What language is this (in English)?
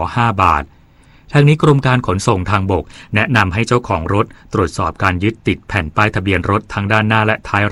Thai